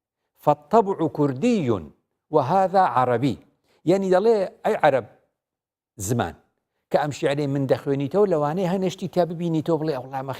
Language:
Central Kurdish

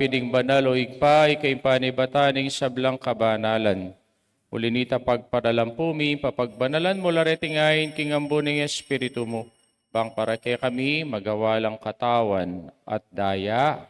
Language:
Pampanga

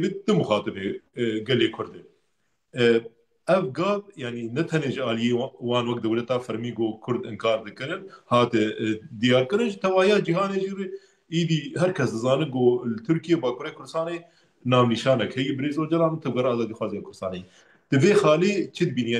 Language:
Kurdish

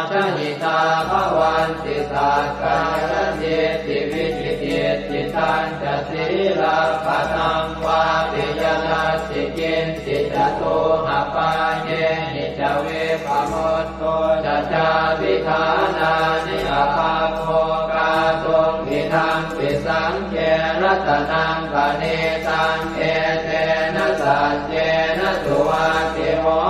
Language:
Pali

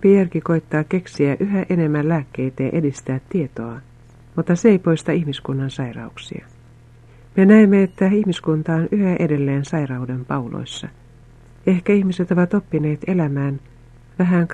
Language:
Finnish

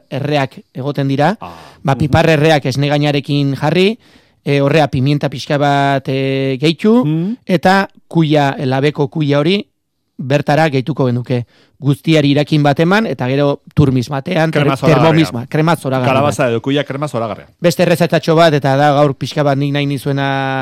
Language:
Basque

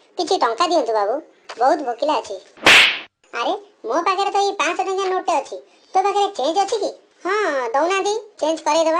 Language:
Odia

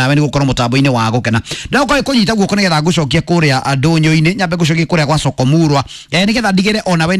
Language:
Kikuyu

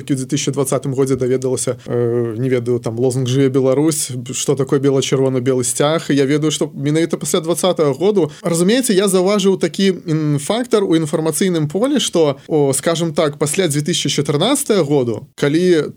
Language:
Belarusian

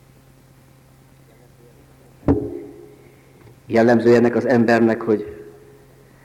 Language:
Hungarian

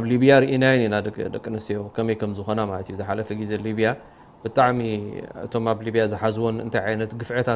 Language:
Tigrinya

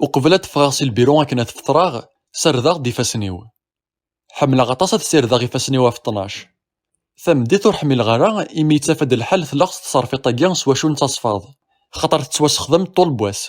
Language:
Kabyle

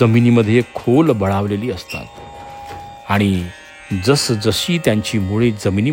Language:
Marathi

